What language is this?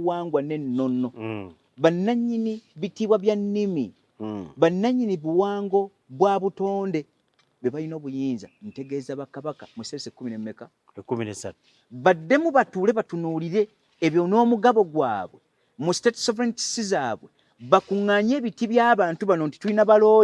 Ganda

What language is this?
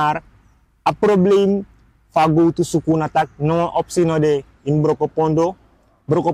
Sranan Tongo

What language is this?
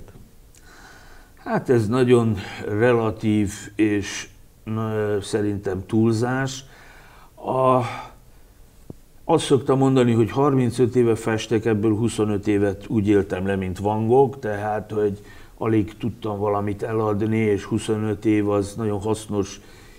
Hungarian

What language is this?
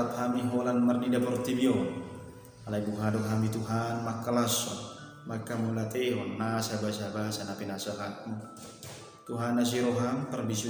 Batak Toba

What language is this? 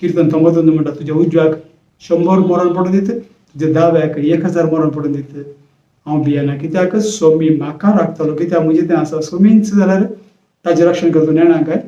Konkani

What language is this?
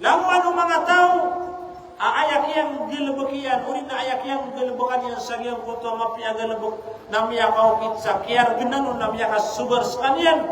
Maranao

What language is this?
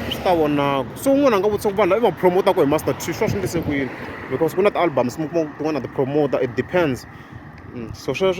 Tsonga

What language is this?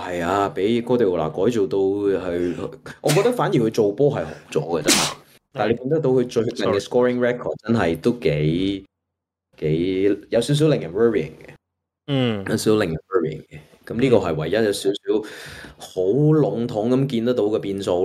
Cantonese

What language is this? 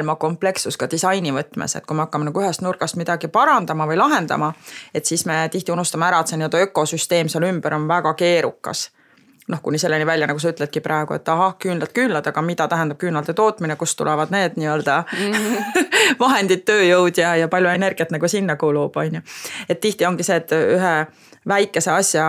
Estonian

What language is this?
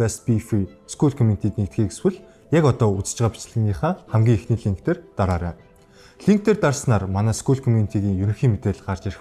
Mongolian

